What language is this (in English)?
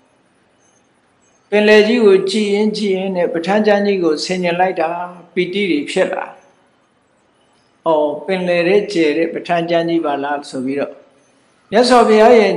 Burmese